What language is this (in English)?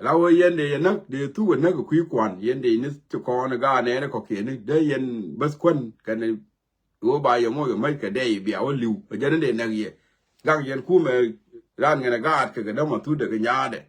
Nuer